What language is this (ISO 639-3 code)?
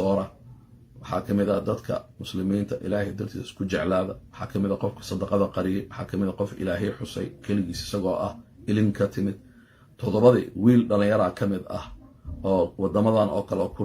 som